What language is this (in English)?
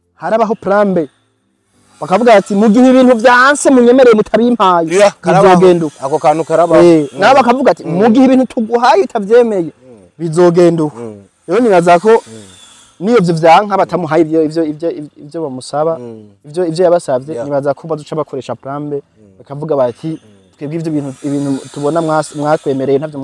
Rundi